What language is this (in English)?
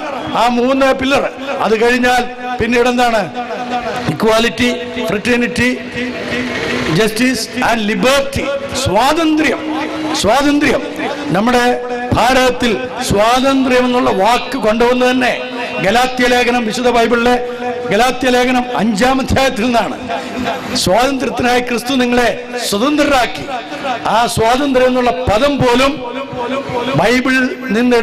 Malayalam